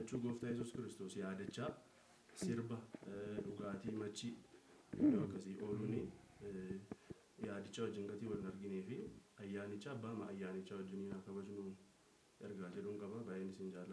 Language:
Oromo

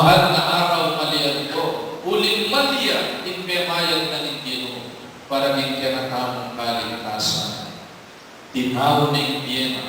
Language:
Pampanga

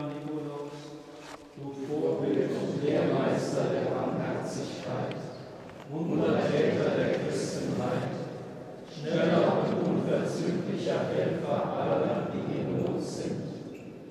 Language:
German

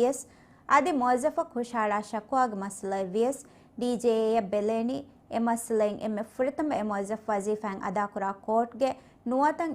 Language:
Divehi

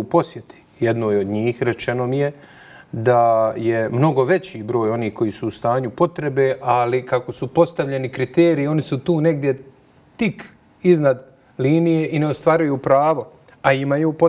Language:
Bosnian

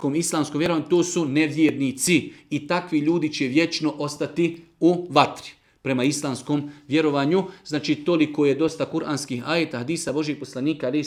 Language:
Bosnian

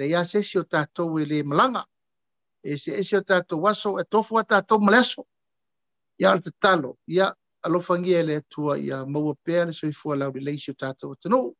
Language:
Samoan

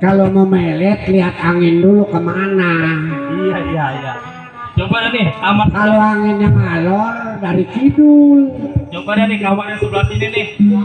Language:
Betawi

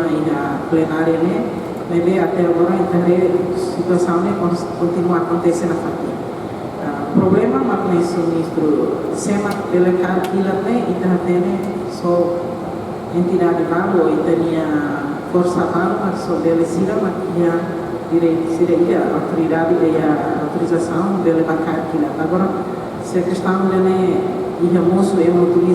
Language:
Tetum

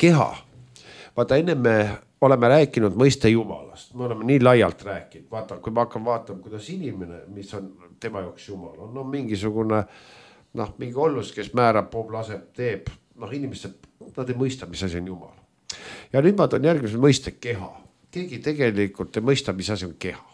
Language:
Estonian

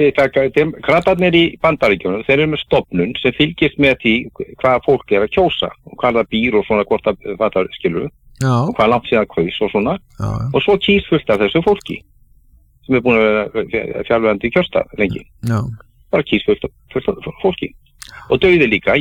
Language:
Icelandic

